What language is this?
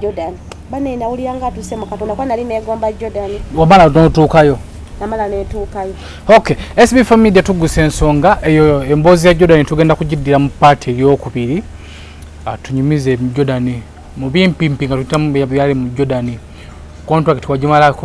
Ganda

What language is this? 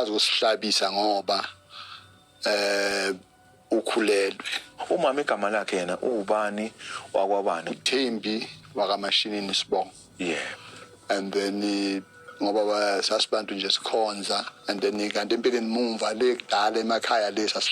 Zulu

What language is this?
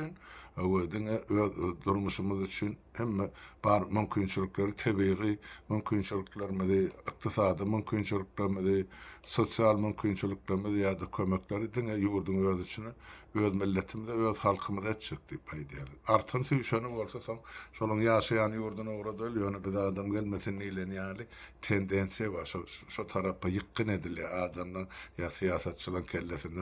Turkmen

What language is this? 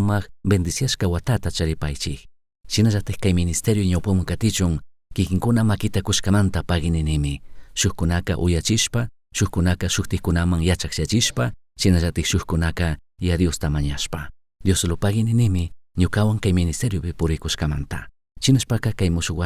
Chimborazo Highland Quichua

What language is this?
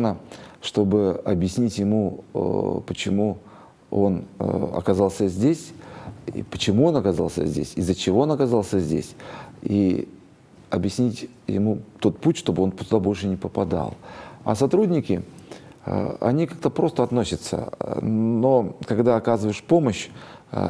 Russian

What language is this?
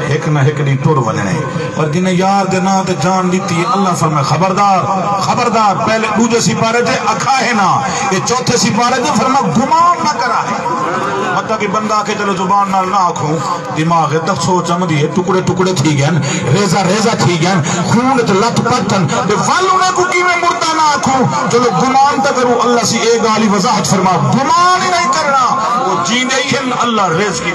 Saraiki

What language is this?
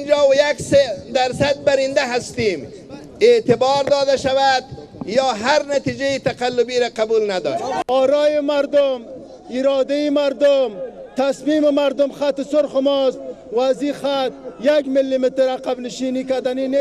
Pashto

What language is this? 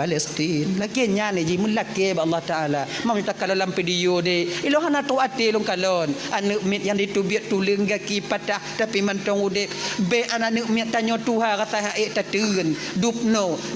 Achinese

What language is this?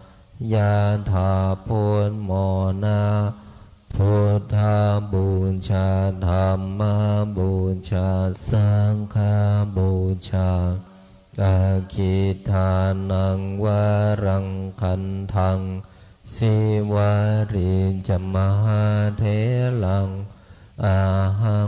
Pali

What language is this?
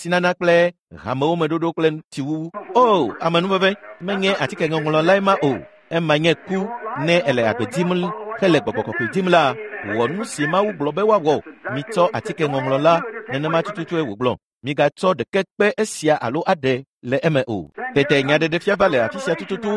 Ewe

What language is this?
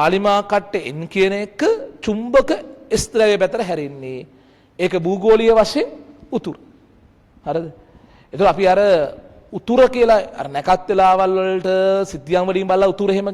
Sinhala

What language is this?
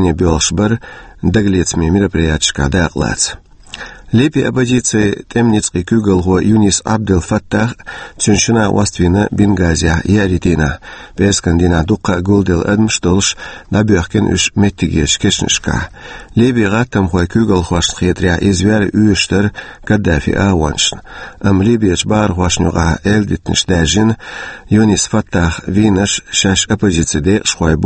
Chechen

